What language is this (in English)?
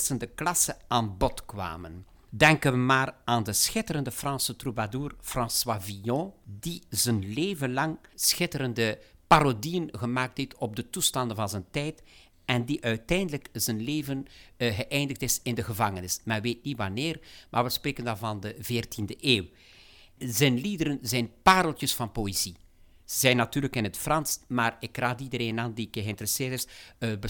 Dutch